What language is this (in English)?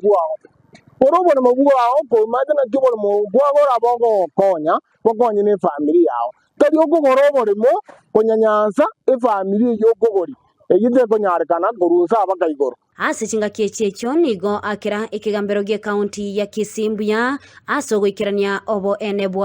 Gusii